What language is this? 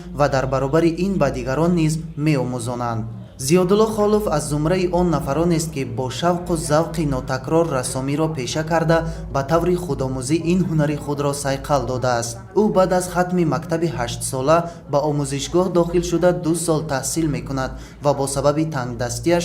Tajik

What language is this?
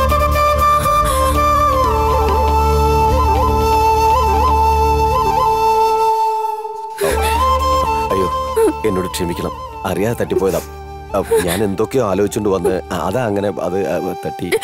Malayalam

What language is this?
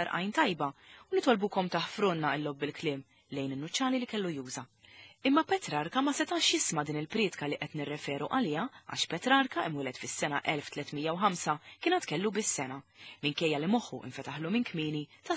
Maltese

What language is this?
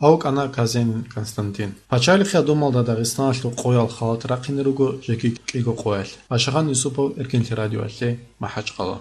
Avaric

